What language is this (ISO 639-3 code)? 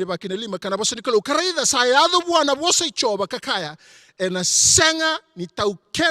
fij